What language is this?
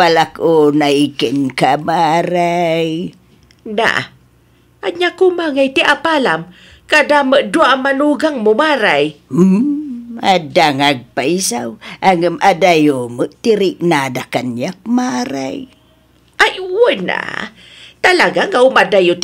Iloko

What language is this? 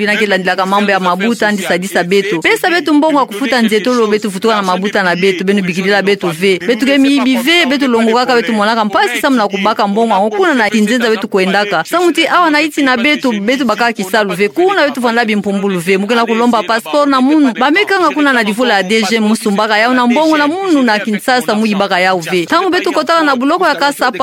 Kituba (Democratic Republic of Congo)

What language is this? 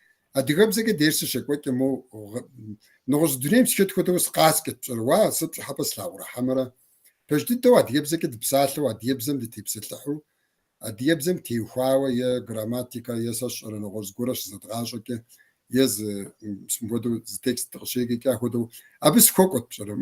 Kabardian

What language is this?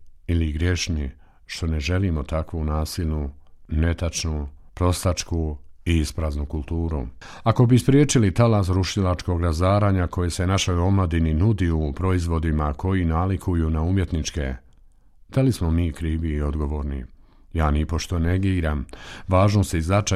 Bosnian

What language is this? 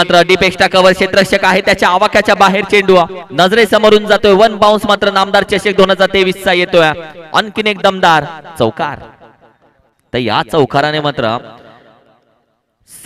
Marathi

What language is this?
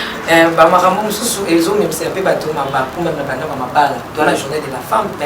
Lingala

